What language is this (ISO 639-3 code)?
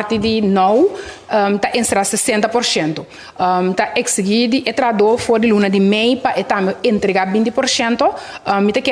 pap